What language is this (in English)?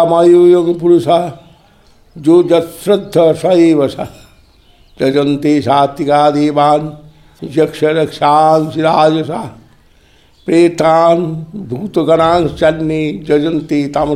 Sanskrit